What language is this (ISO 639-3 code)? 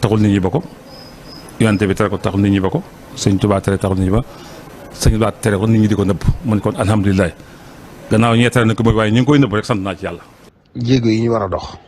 wol